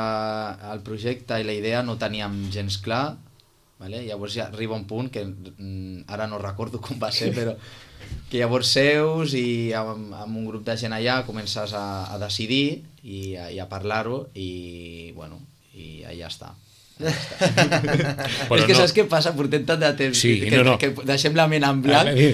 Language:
Catalan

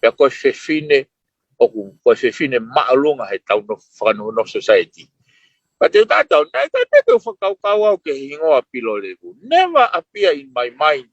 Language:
Tongan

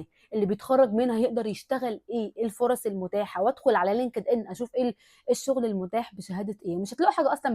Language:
Egyptian Arabic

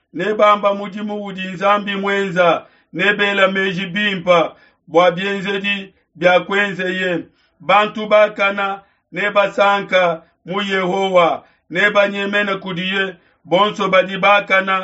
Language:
Luba-Lulua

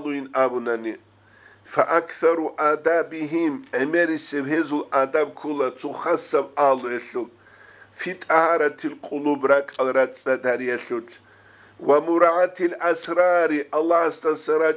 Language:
Avaric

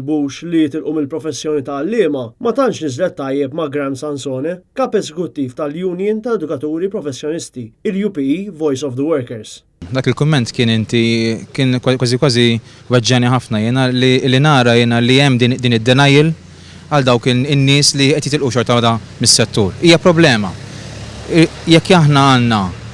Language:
Maltese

